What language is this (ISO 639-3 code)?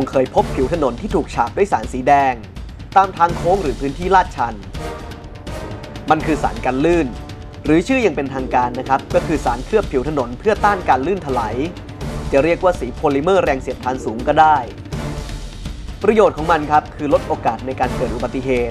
tha